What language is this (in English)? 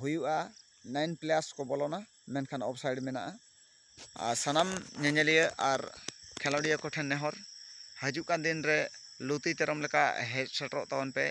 Santali